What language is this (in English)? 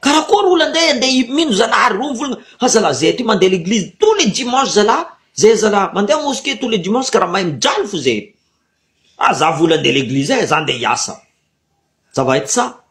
Malagasy